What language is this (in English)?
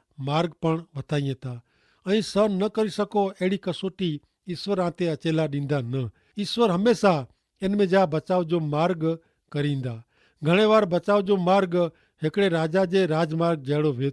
Kachhi